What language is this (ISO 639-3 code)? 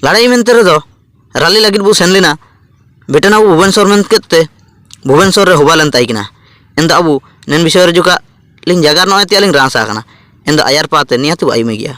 hoc